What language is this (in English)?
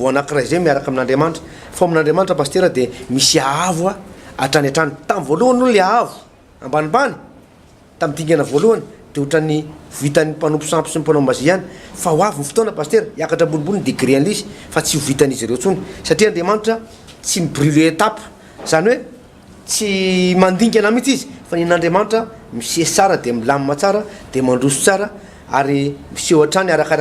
Malagasy